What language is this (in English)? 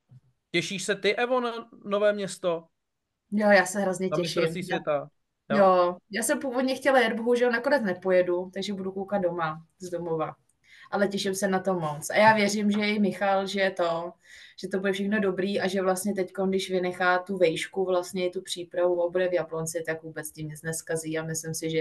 Czech